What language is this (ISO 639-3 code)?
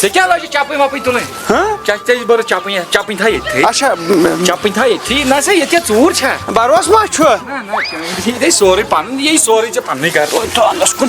kas